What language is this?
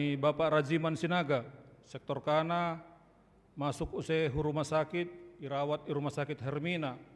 Batak Simalungun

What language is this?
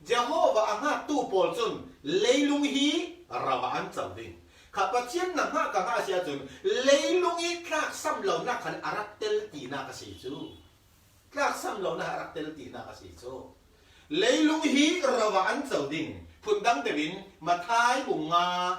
Falam Chin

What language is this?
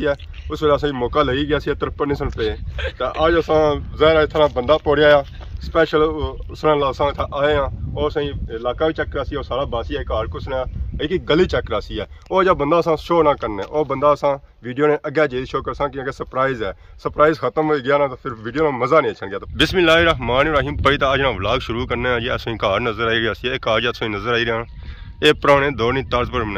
Pahari-Potwari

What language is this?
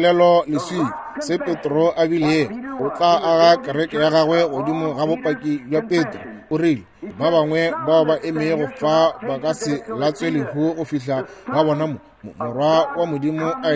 Northern Sotho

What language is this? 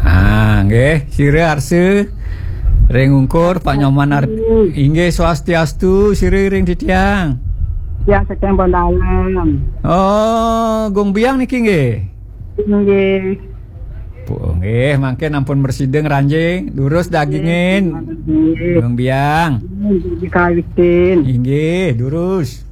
Balinese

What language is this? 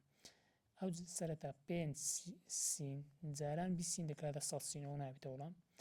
Central Kurdish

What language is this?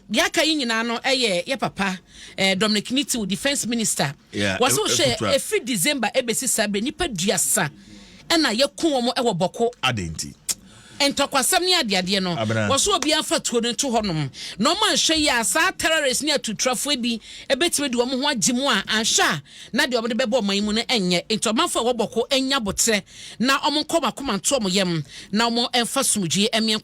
Akan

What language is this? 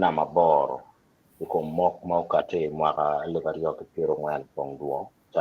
Acoli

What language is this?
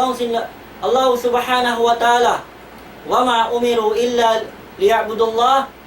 Tausug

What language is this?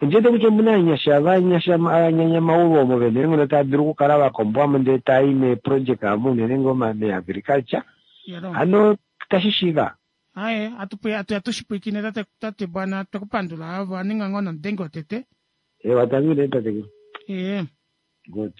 Kuanyama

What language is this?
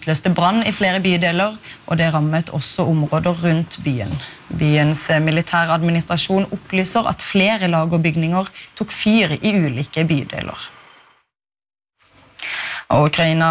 Norwegian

